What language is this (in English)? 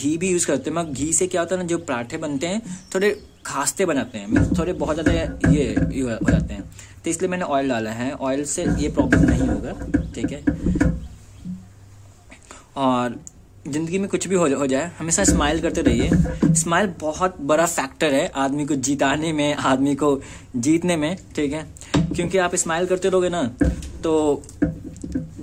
Hindi